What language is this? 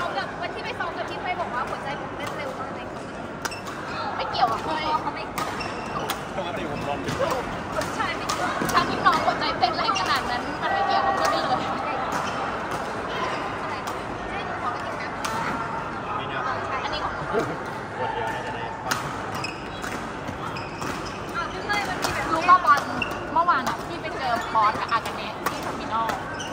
Thai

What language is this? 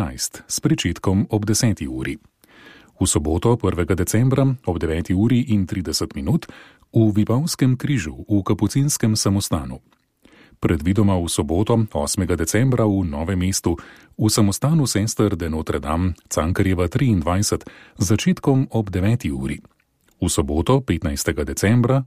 Slovenian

